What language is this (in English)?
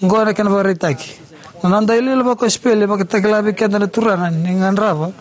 Fijian